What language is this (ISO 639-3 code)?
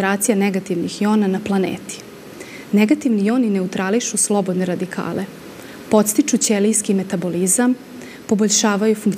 srp